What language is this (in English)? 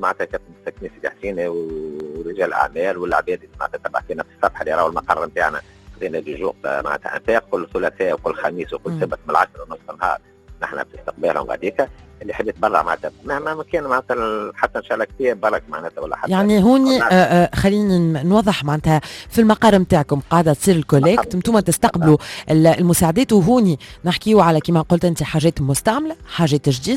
Tunisian Arabic